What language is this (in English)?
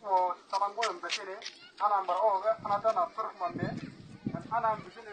Uduk